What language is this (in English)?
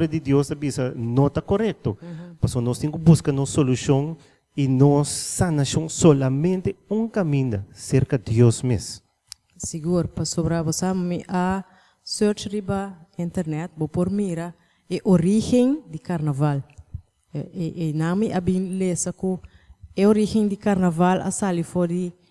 Papiamento